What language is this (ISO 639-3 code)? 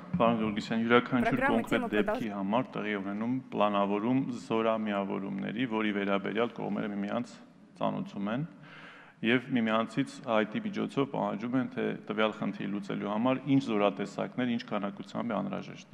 hye